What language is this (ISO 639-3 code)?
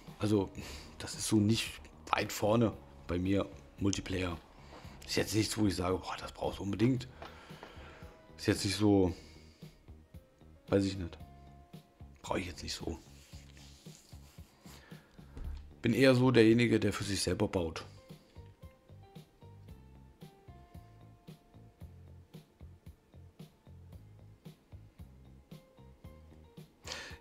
deu